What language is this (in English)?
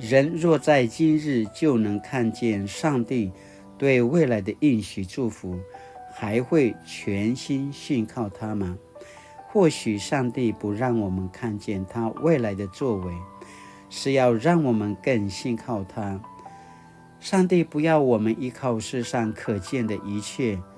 Paiwan